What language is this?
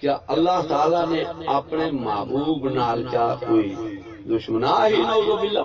Saraiki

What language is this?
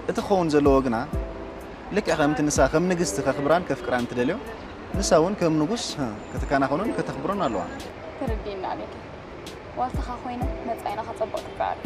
Tigrinya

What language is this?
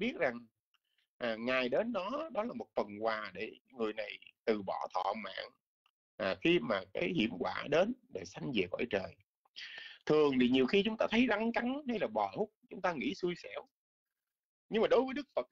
Vietnamese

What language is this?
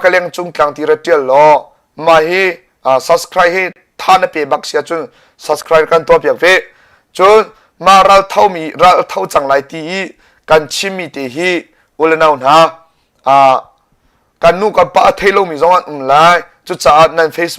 Hakha Chin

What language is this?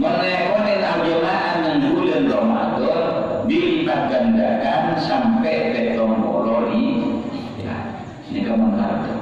Madurese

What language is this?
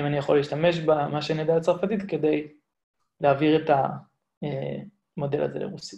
Hebrew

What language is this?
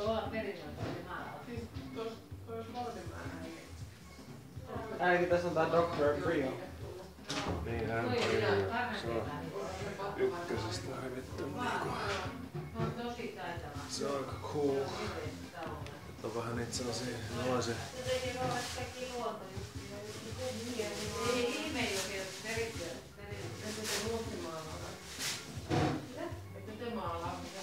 Finnish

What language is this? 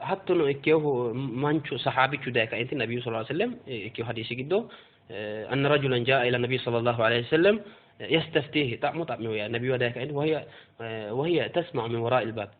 Sidamo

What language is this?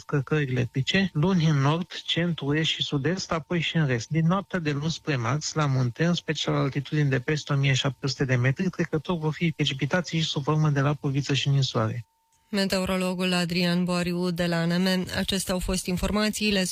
Romanian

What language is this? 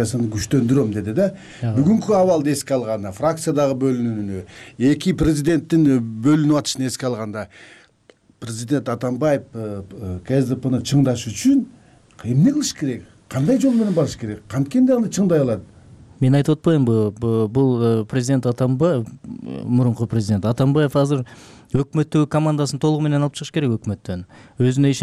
Kyrgyz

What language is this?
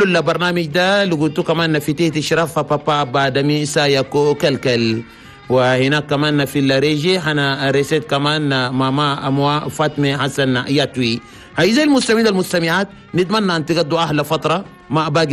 Chadian Arabic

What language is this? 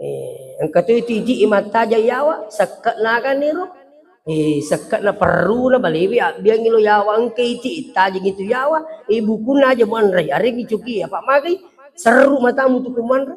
Buginese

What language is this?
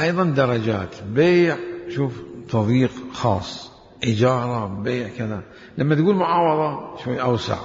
Mesopotamian Arabic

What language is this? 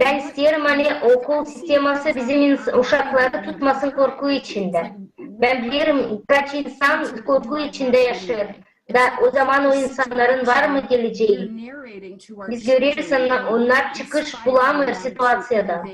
Gagauz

